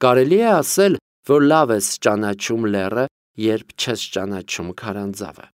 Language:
Armenian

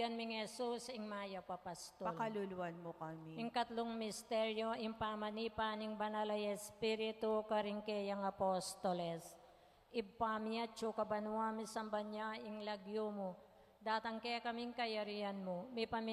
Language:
Pampanga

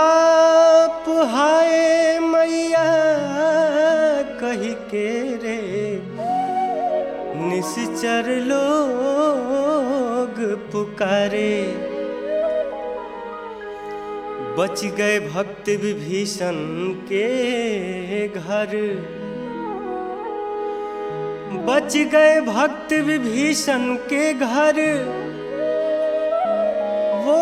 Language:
Bhojpuri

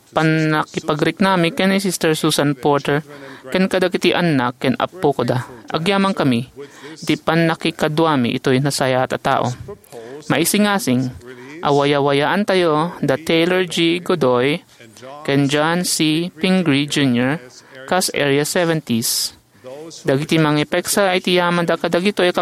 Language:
Iloko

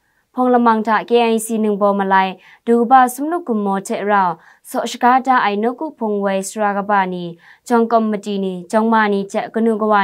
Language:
Kachin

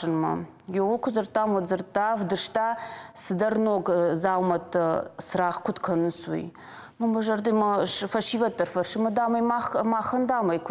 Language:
Ossetic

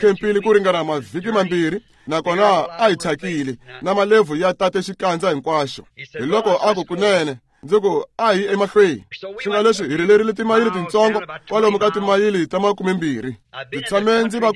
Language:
Tsonga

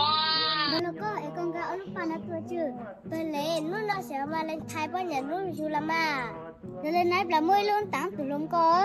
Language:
Hmong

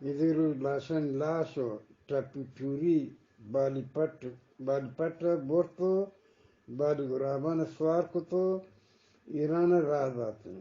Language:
Eastern Balochi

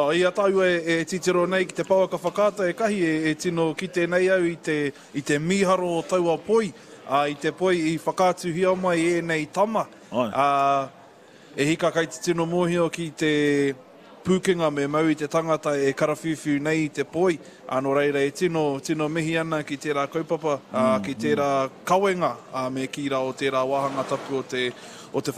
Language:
Māori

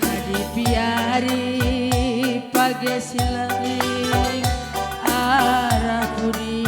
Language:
Batak Karo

